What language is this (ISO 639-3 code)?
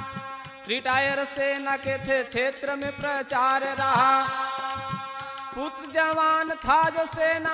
bho